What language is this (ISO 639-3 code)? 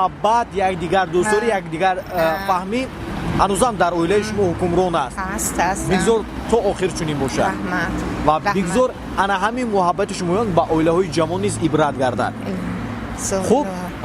tgk